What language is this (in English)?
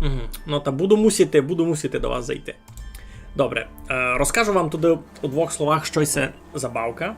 Rusyn